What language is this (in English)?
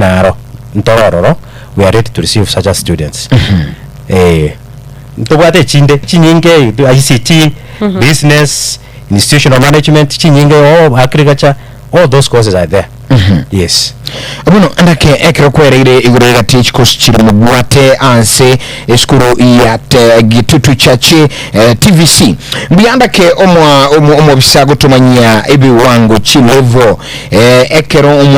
Gusii